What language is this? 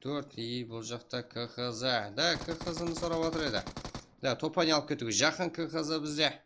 Kara-Kalpak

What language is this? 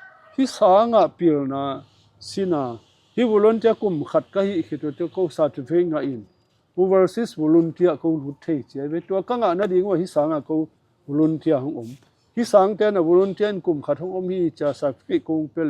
Tedim Chin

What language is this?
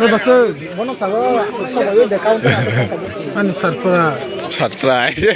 Kok Borok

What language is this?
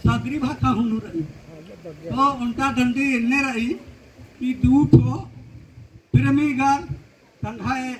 Kurukh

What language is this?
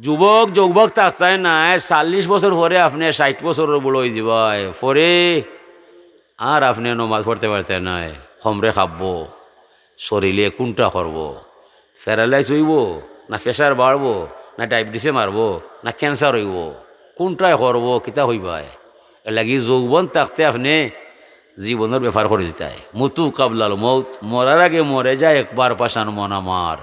Sylheti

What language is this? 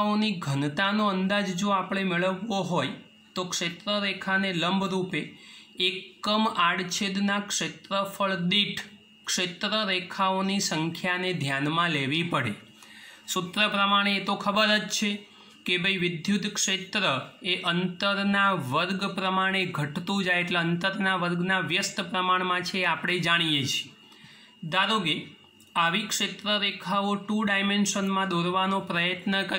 Gujarati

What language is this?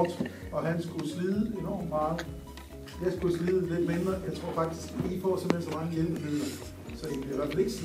Danish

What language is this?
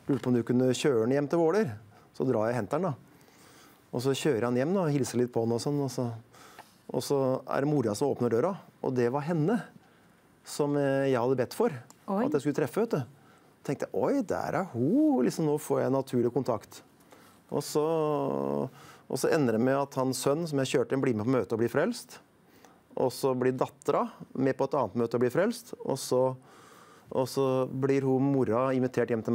Norwegian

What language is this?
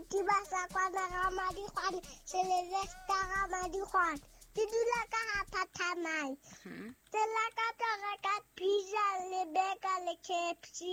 Southern Sotho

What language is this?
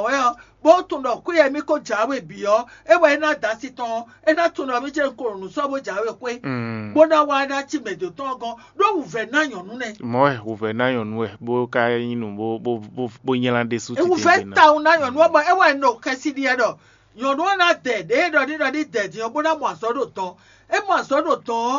Fon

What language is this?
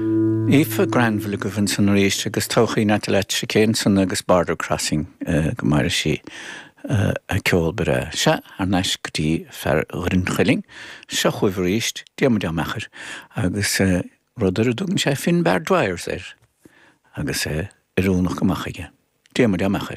Irish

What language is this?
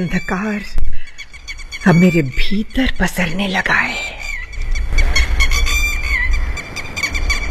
Hindi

